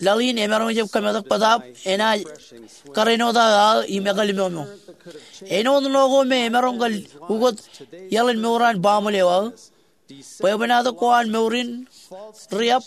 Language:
Marshallese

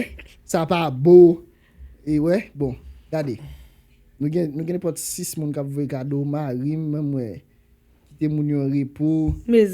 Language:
Haitian Creole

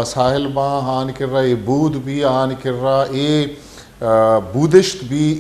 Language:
Baluchi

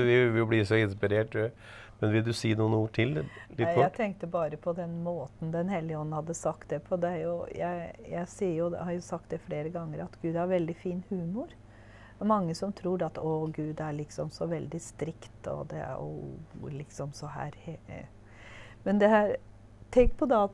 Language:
Norwegian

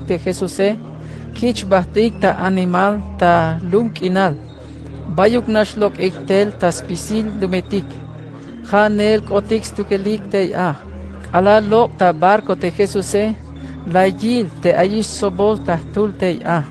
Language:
Tzeltal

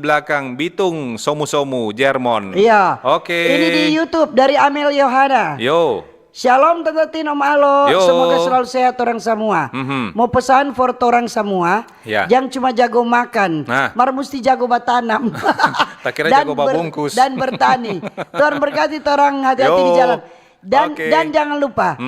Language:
Manado Malay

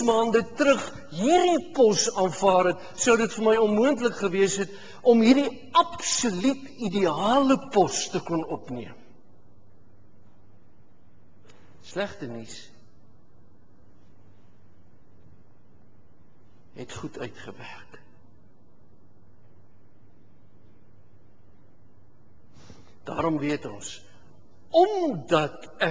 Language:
Afrikaans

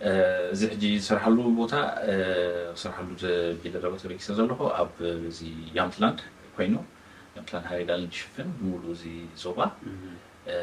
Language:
Tigrinya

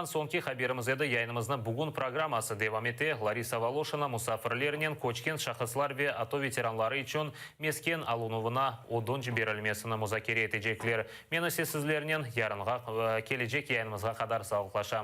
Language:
Crimean Tatar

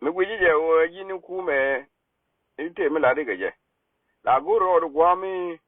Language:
Nuer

